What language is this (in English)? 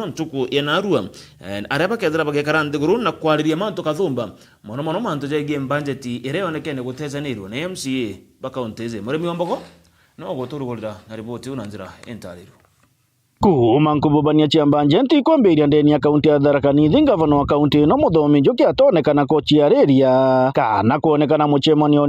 Meru